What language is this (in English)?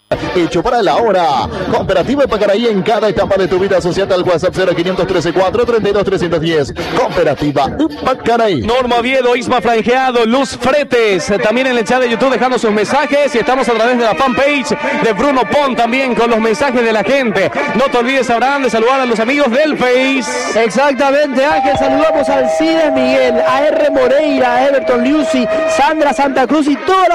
Spanish